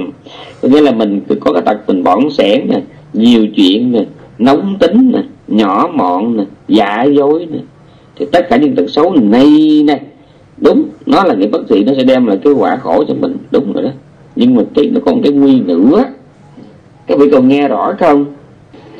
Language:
Vietnamese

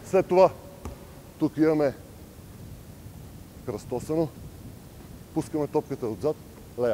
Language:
Bulgarian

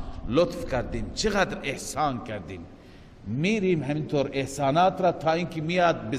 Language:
Persian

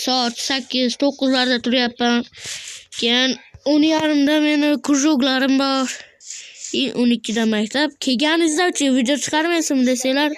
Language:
Uzbek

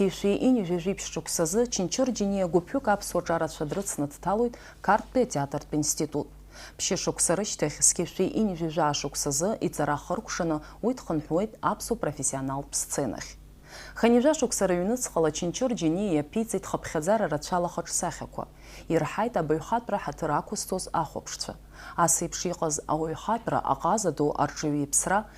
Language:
Abkhazian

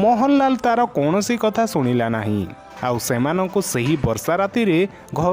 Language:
Odia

